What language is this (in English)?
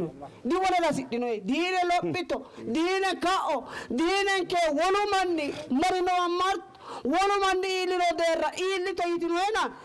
Sidamo